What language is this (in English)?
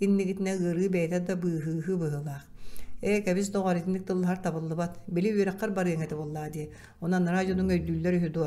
Yakut